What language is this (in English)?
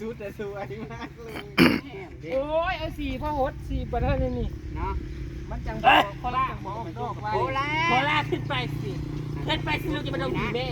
Northeastern Thai